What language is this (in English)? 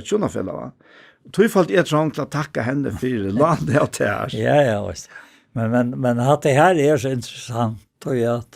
Faroese